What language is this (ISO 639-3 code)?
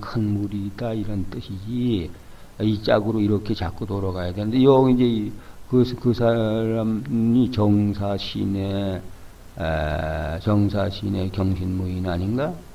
kor